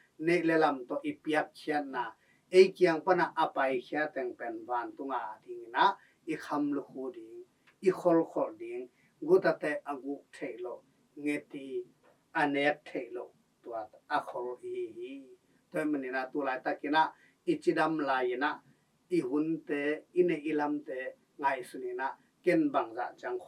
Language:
Tedim Chin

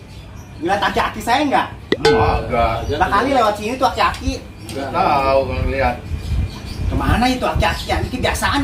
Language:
Betawi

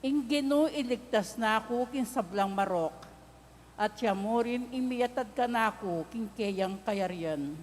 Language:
Pampanga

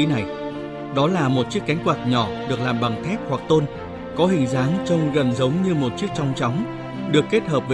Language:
Vietnamese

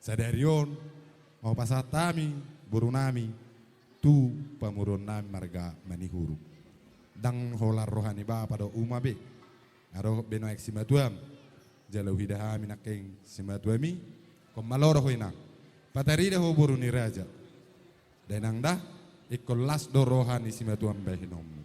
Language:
Batak Toba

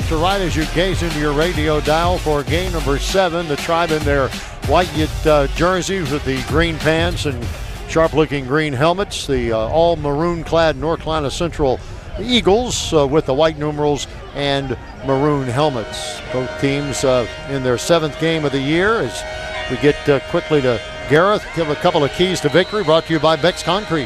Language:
English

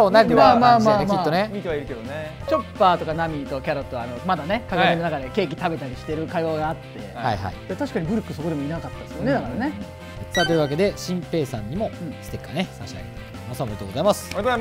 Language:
Japanese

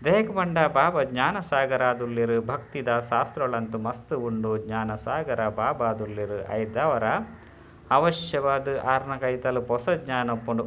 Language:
Tulu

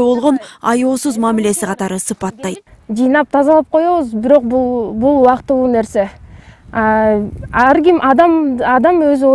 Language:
Kyrgyz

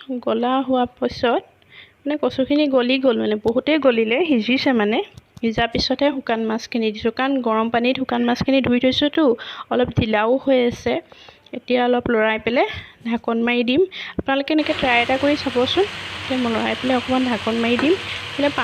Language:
Assamese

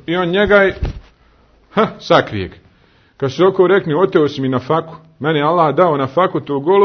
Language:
Bosnian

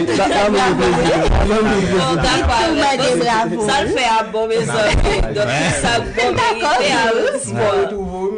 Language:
Haitian Creole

